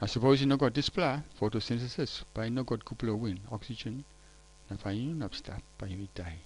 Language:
Tok Pisin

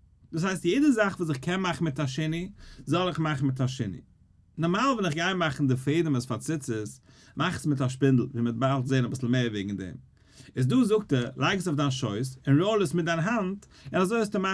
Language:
Yiddish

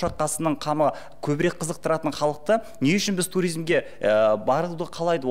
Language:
Kazakh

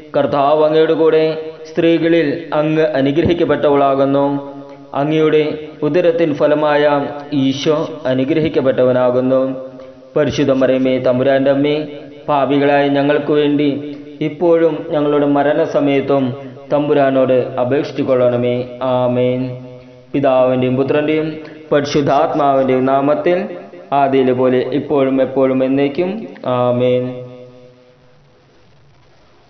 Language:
Malayalam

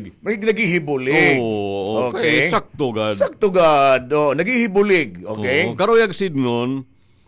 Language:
Waray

